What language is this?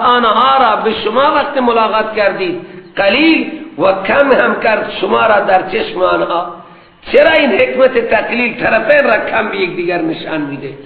Persian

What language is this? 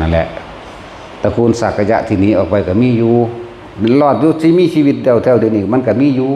Northeastern Thai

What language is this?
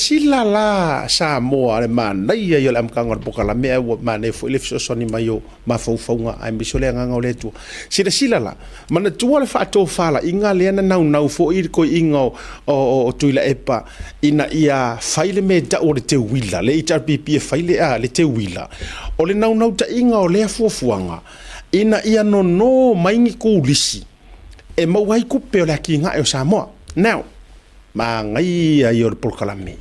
Samoan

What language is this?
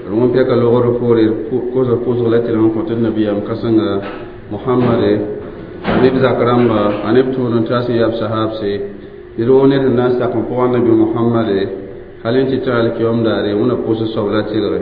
Mossi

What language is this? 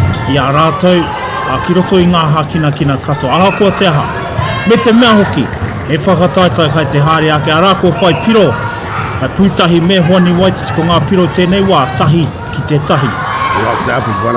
Māori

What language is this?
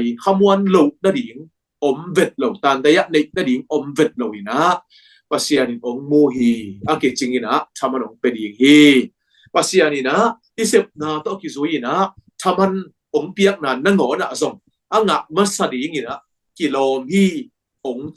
Tedim Chin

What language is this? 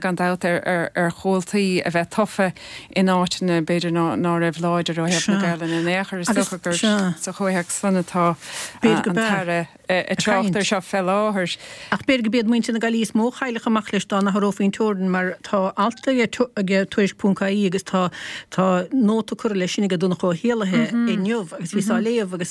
Irish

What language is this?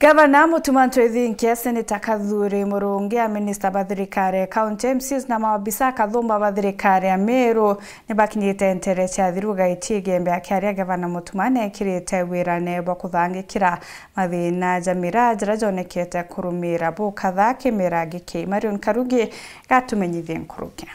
Meru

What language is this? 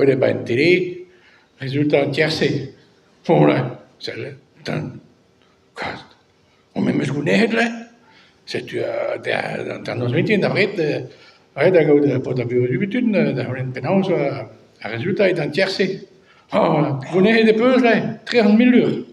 Breton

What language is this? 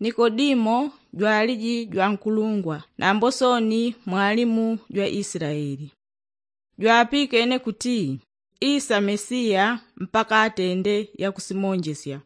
Yao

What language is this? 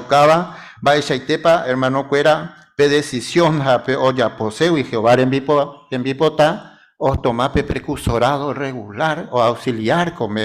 Guarani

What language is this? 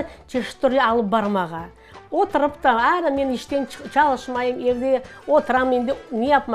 Crimean Tatar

